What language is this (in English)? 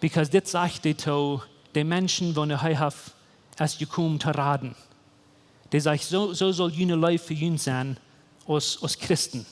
Plautdietsch